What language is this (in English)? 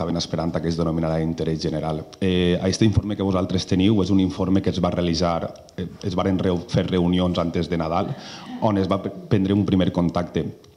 Catalan